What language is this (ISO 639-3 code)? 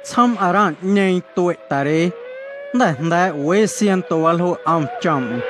amu